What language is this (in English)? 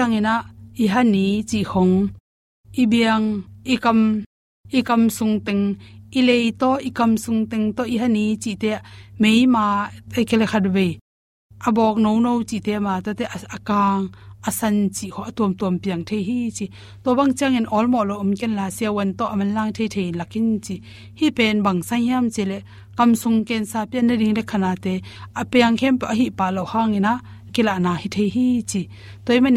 Tedim Chin